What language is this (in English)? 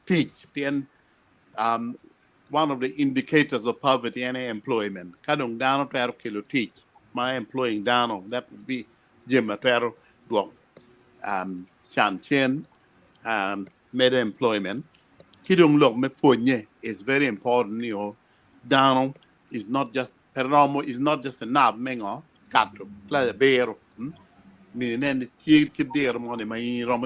Acoli